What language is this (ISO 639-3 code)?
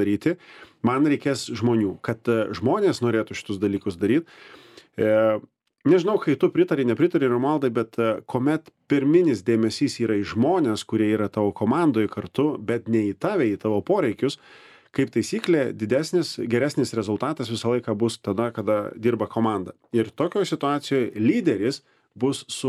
lit